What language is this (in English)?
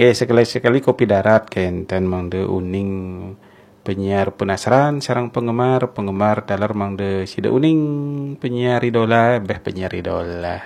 Balinese